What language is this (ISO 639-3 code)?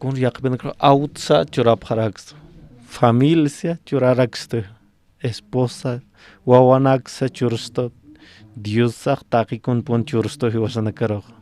aym